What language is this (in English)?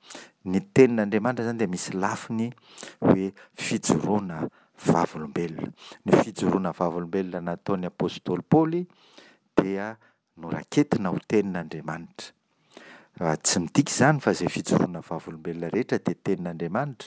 Malagasy